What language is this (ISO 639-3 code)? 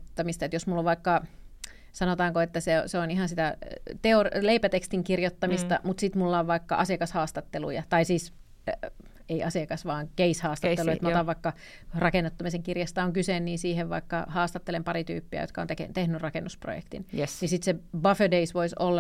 fin